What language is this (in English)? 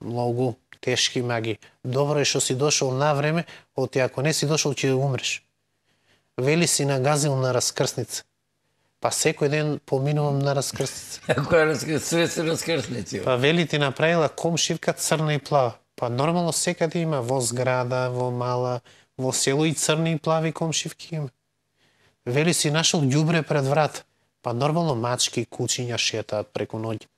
Macedonian